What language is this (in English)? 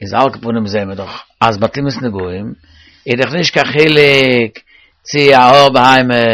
Yiddish